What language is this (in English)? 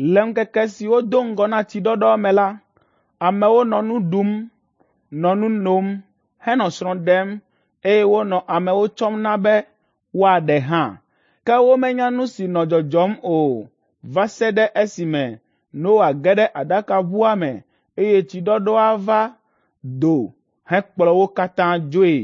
Ewe